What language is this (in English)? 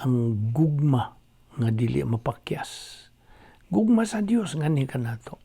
Cebuano